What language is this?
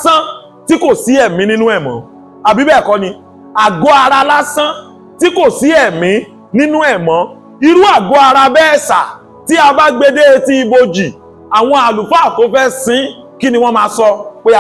Yoruba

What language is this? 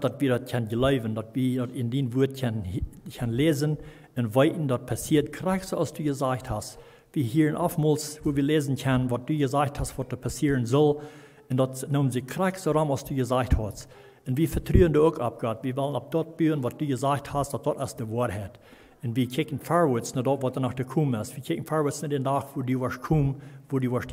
Plautdietsch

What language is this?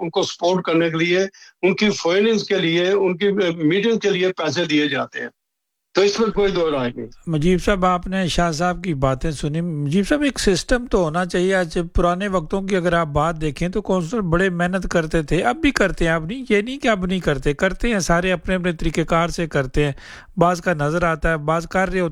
Urdu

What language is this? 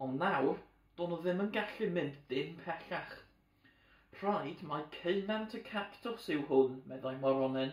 Welsh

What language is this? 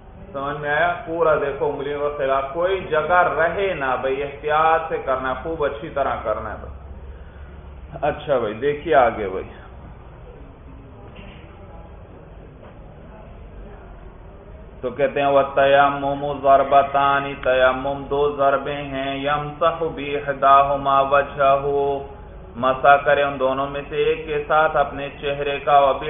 Urdu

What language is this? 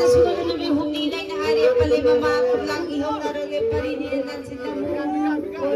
Manipuri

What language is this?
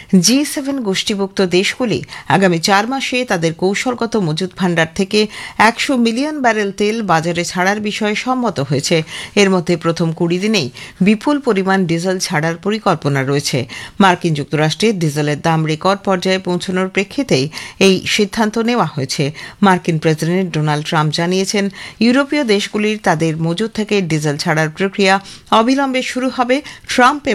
Bangla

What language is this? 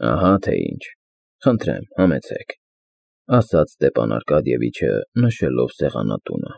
Armenian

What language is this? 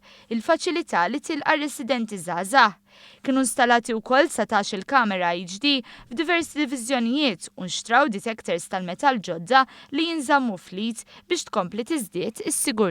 Maltese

